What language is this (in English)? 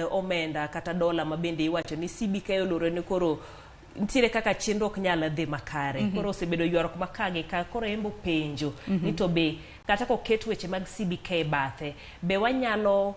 Luo (Kenya and Tanzania)